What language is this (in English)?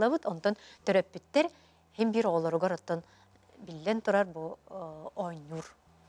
Yakut